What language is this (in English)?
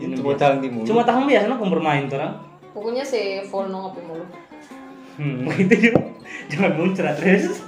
Manado Malay